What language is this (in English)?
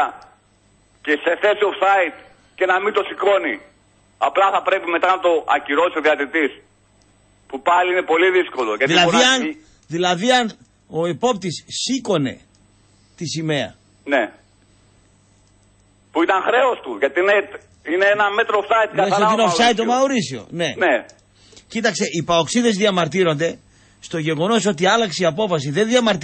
Greek